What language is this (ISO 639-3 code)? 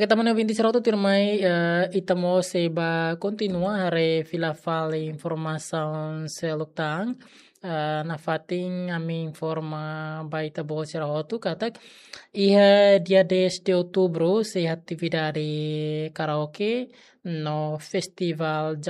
tet